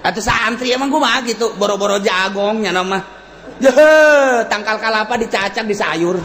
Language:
Sundanese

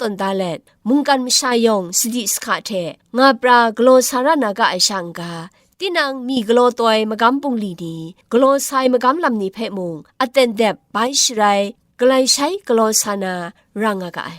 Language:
Kachin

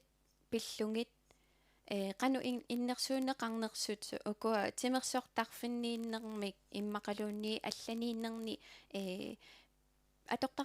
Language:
Kalaallisut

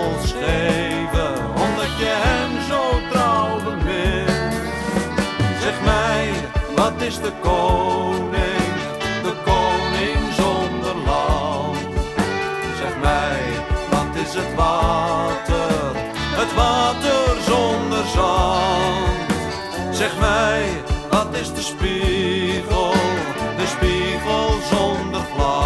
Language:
Dutch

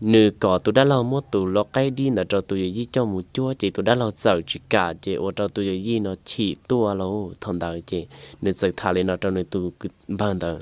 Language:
Hmong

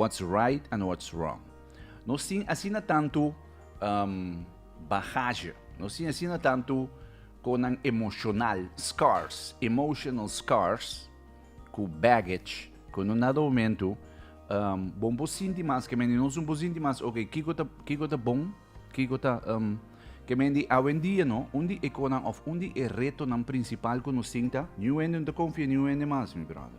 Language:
Papiamento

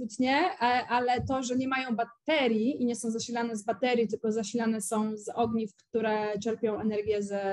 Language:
Polish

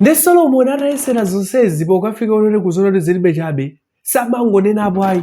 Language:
Nyanja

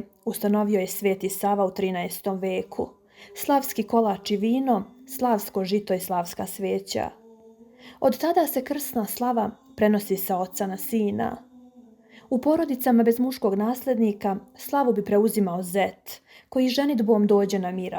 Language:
Serbian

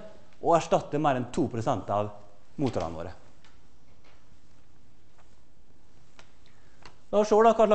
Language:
Norwegian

